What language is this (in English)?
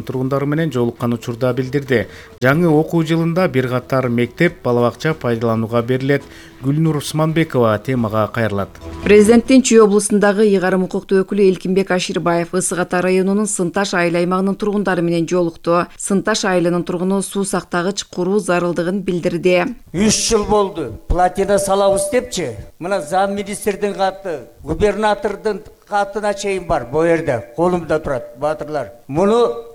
Kyrgyz